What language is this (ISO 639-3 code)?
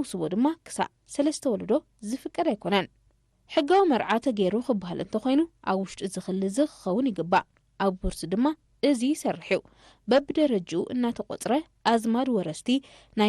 tir